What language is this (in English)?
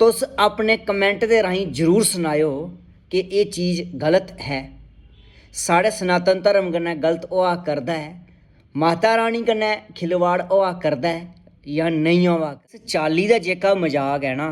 Dogri